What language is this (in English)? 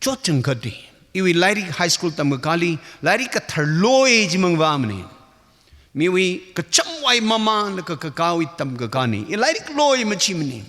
Tangkhul Naga (India)